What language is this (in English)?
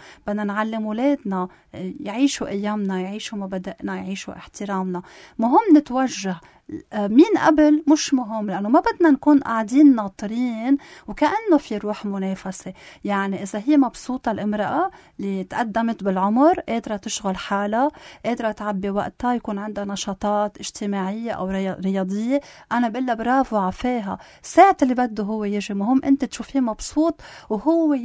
North Levantine Arabic